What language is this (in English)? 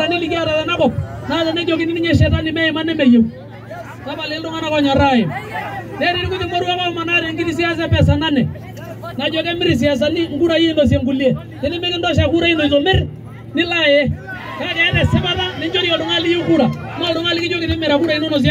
Masai